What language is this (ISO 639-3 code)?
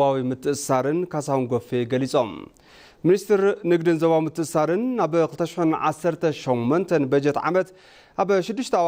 tir